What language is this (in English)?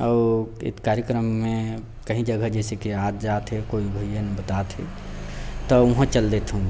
Chhattisgarhi